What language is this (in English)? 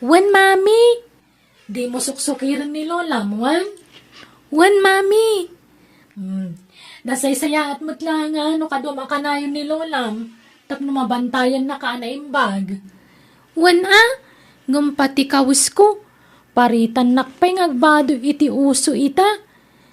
Iloko